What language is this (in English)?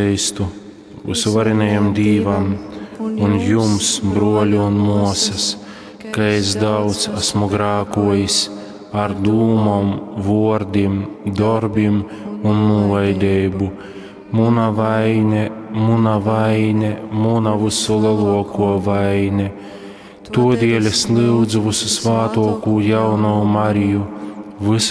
Latgalian